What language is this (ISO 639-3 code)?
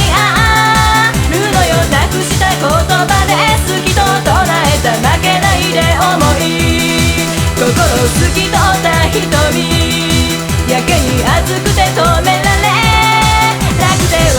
jpn